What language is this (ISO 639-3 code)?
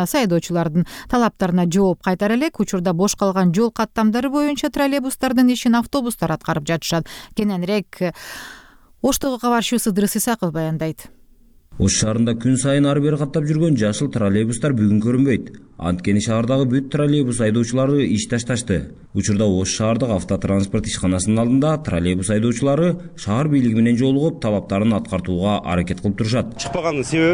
kir